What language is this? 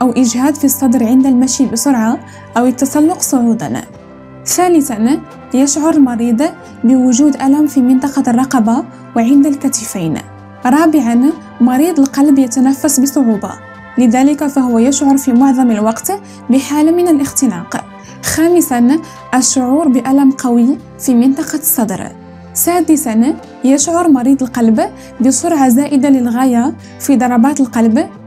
Arabic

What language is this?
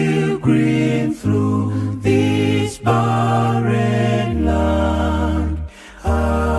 Paite Chin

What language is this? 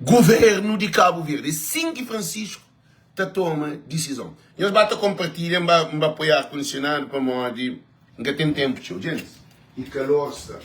Kabuverdianu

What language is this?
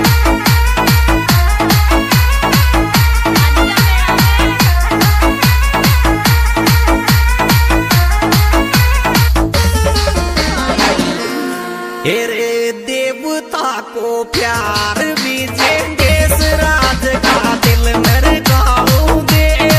Rajasthani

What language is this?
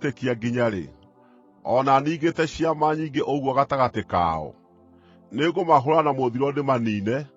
Kikuyu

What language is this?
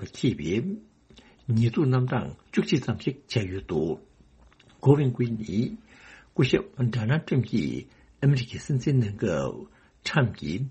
Tibetan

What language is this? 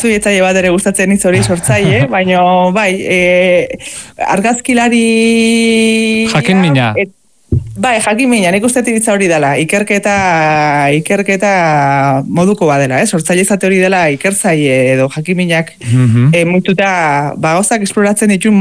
Basque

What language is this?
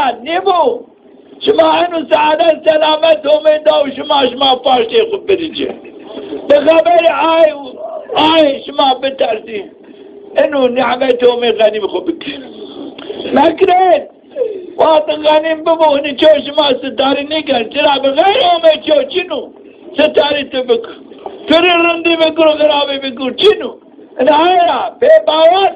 Zaza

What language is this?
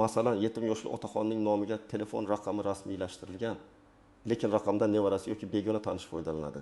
Uzbek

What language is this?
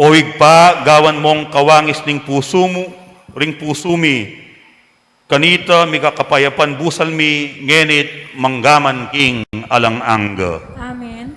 Pampanga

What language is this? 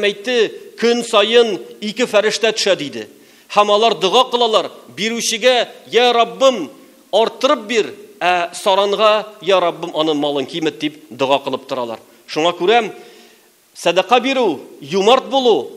Tatar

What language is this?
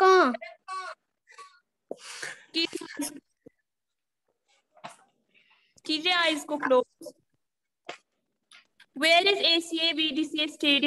Hindi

